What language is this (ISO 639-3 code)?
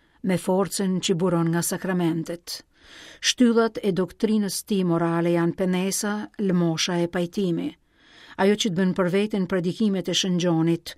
sqi